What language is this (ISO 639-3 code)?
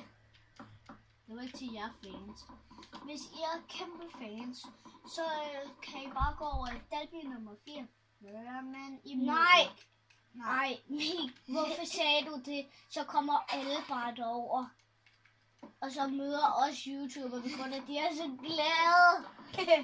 dan